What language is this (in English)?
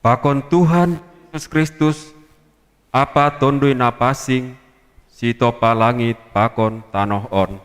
Batak Simalungun